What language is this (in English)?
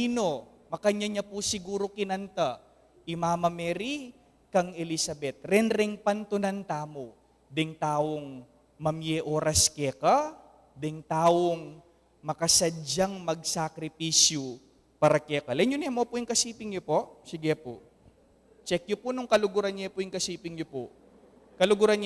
Pampanga